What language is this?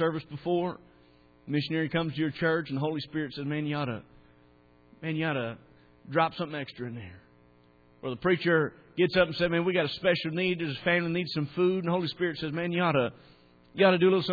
English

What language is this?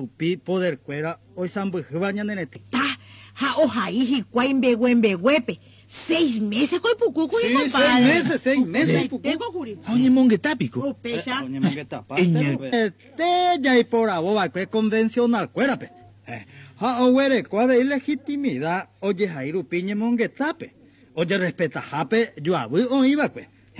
Guarani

